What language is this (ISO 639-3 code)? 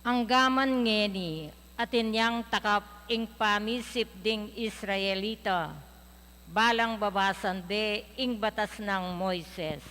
pam